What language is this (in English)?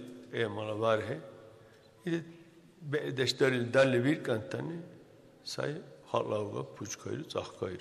Dargwa